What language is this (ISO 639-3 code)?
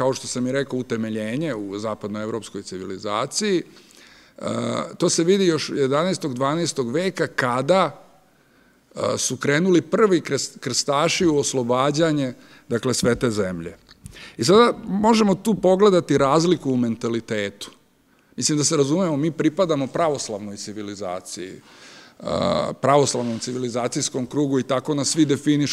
srp